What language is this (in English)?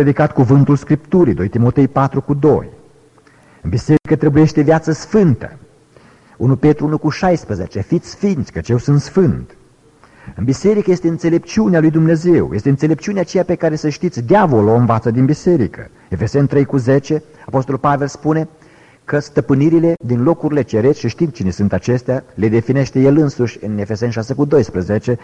Romanian